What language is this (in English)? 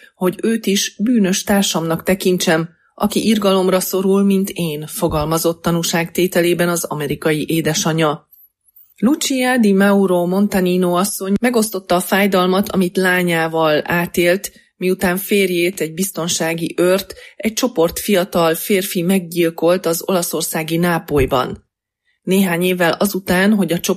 Hungarian